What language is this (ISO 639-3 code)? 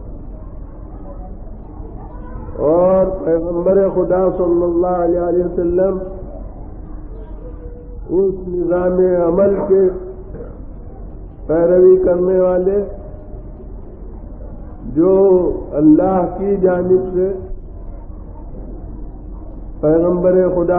urd